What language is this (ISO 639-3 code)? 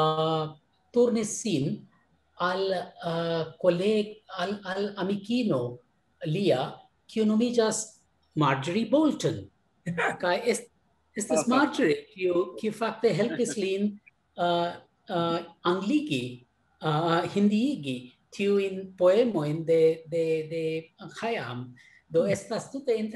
epo